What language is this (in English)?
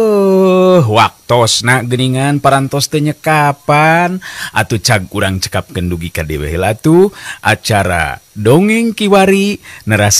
Sundanese